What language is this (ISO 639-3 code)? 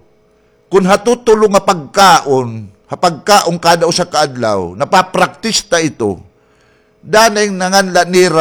war